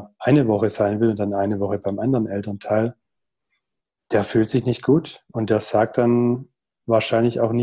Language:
German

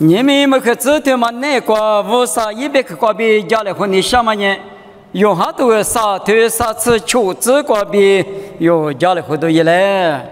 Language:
Lisu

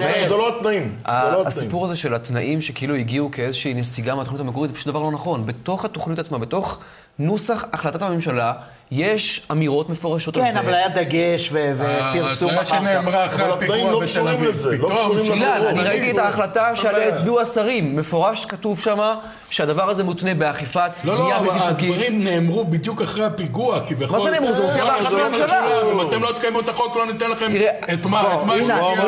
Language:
Hebrew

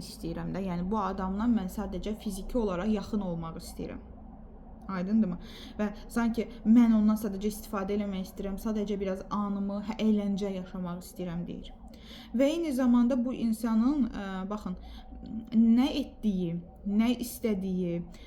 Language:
Azerbaijani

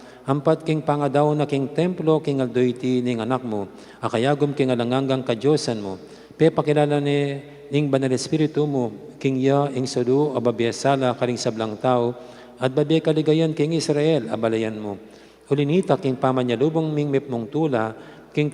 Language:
Pampanga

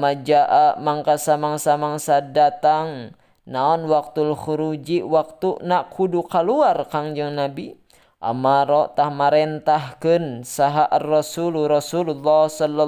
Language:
Sundanese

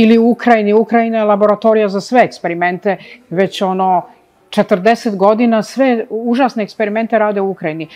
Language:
Serbian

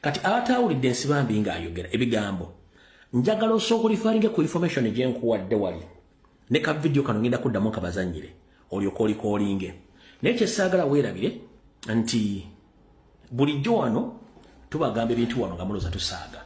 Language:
Ganda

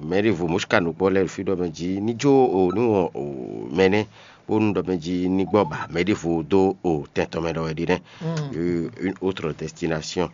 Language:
Fon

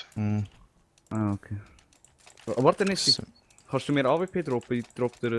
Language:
Swiss German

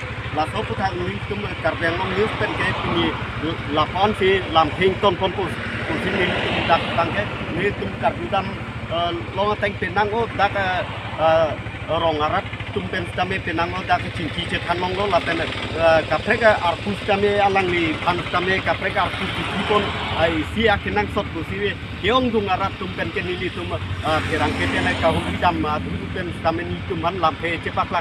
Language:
Karbi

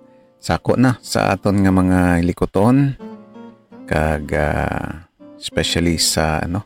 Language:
Hiligaynon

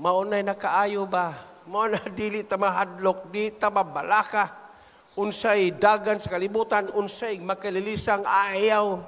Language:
Cebuano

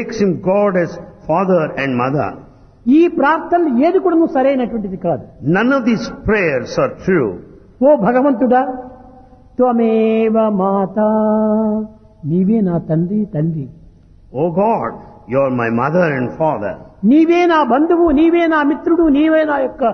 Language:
Telugu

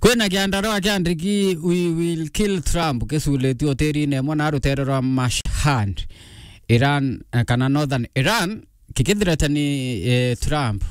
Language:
Meru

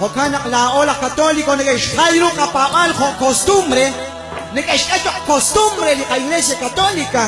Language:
Kekchí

